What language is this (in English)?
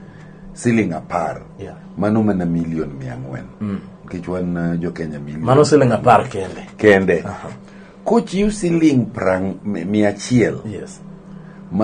Luo (Kenya and Tanzania)